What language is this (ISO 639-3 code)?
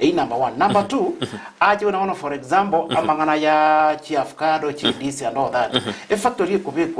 guz